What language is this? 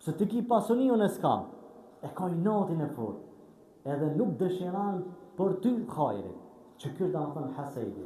Albanian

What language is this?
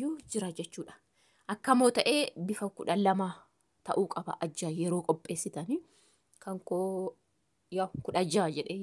Oromo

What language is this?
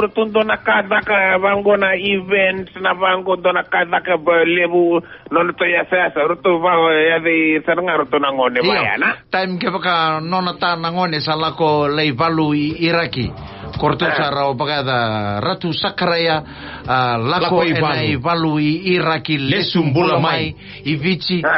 Fijian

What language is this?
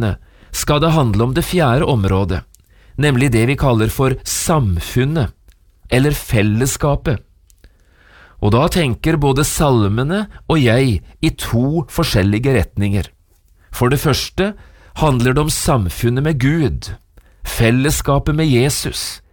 Norwegian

